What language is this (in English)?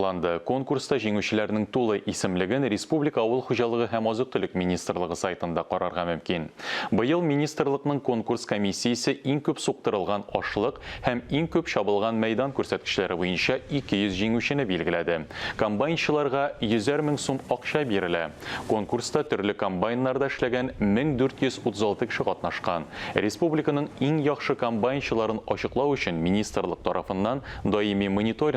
Tatar